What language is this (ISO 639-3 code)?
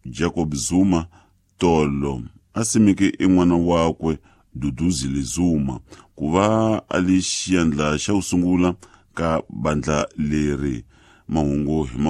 tso